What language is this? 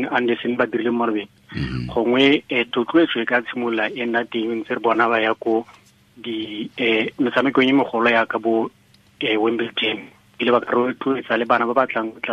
Tswana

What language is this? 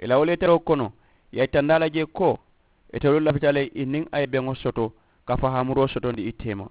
Mandingo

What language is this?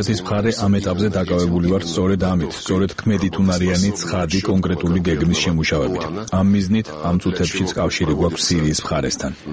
Georgian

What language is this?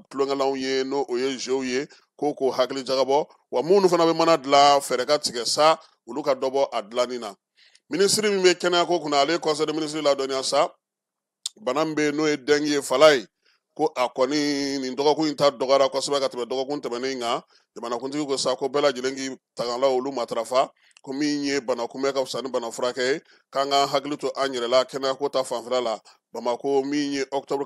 Bambara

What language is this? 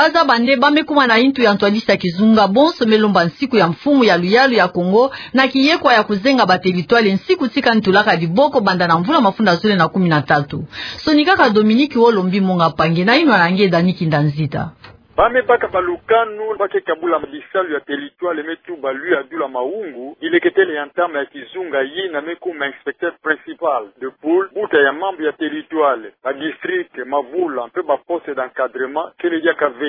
Kituba (Democratic Republic of Congo)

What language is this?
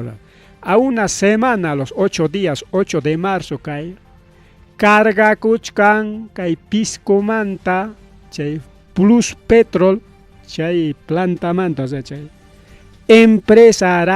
Ayacucho Quechua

